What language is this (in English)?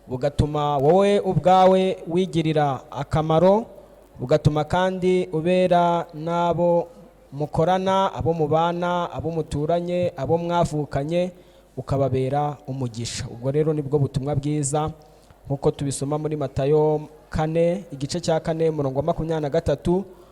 Kinyarwanda